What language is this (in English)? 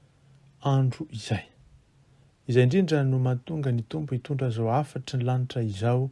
Malagasy